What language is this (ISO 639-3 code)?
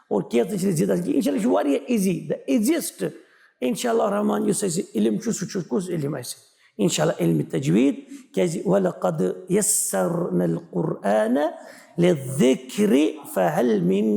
kas